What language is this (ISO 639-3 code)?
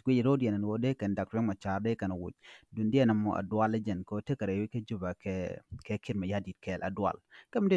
nus